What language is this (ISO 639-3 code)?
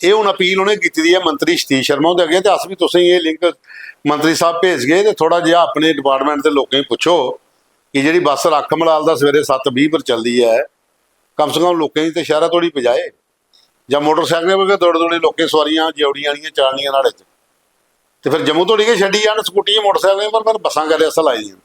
doi